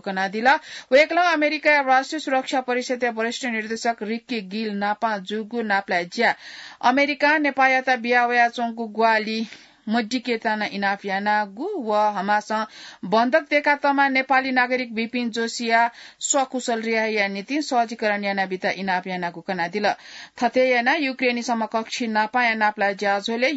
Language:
Newari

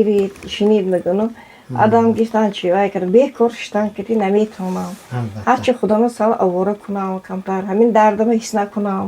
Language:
Tajik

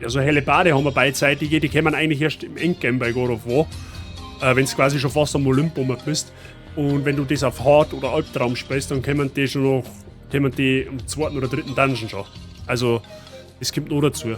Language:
Bavarian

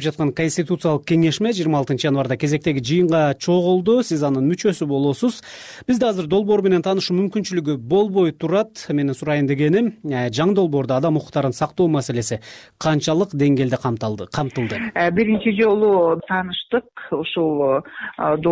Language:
Kyrgyz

